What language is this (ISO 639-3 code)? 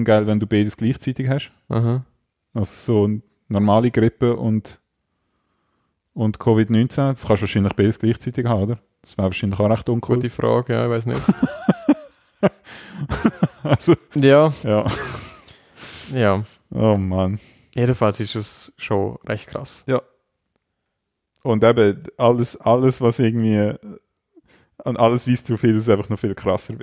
deu